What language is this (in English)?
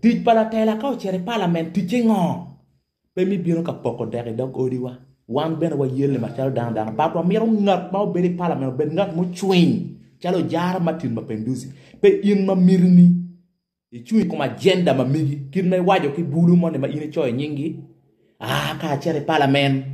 Acoli